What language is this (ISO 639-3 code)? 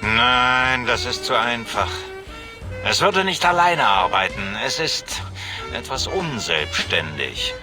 bar